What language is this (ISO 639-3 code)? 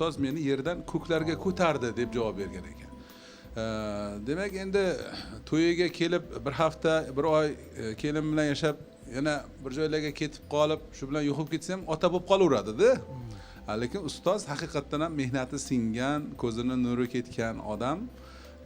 uzb